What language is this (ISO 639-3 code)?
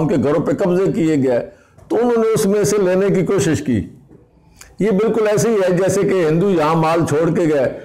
urd